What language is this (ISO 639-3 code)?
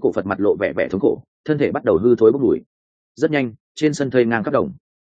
vie